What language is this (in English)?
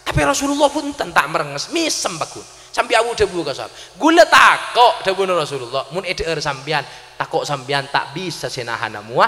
Madurese